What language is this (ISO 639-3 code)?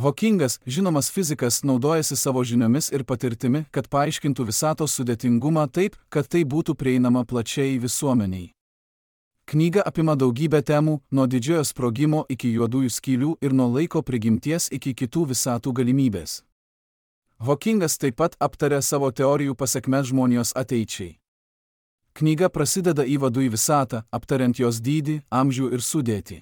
lit